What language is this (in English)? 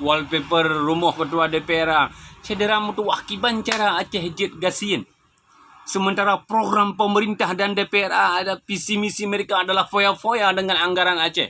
Achinese